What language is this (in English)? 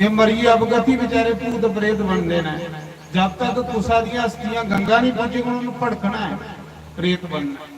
Dogri